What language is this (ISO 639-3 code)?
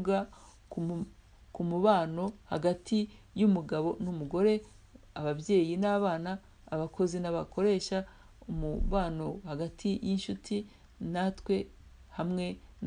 kin